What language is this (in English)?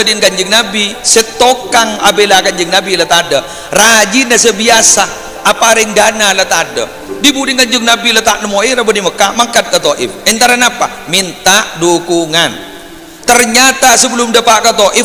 Madurese